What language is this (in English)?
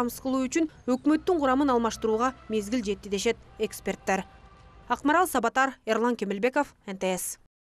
Kyrgyz